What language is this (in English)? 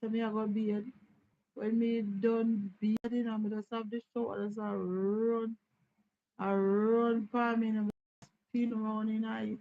Jamaican Creole English